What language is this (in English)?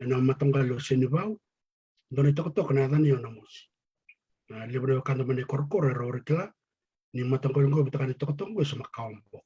Fijian